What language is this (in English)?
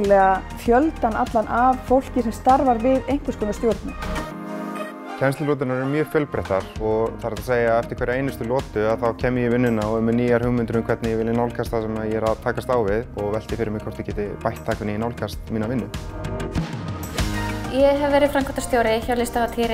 Icelandic